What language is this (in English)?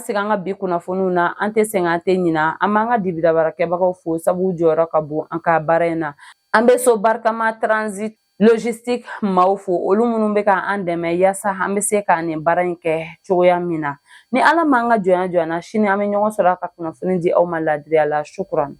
Bambara